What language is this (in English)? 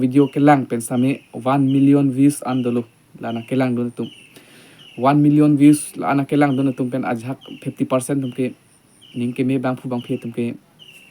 Karbi